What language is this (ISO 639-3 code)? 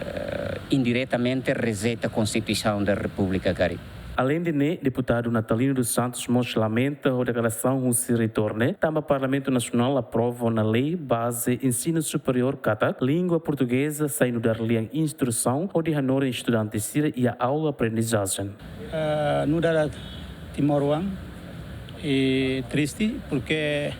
tet